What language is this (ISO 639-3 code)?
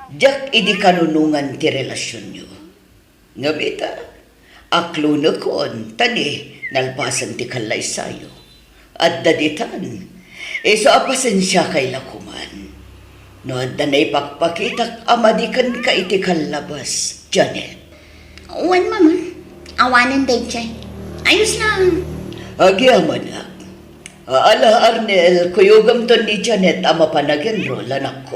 ilo